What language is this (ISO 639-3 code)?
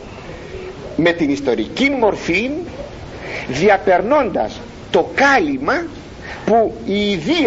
ell